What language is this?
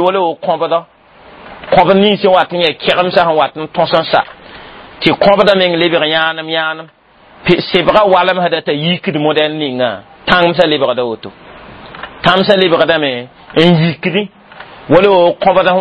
Mossi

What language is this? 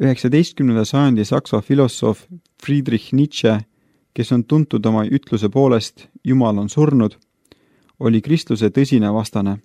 Estonian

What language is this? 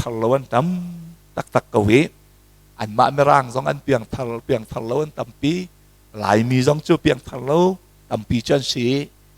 Hakha Chin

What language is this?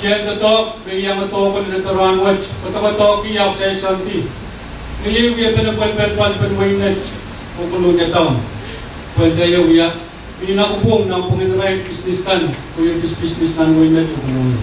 Pohnpeian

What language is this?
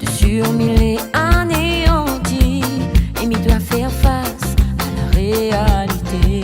Réunion Creole French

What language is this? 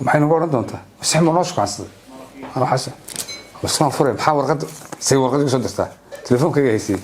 Somali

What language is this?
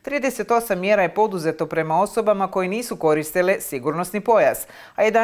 Croatian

